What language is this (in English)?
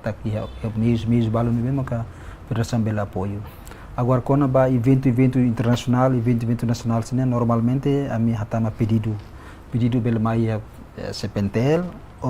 Tetum